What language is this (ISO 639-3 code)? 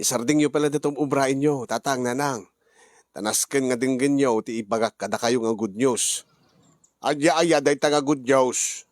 ilo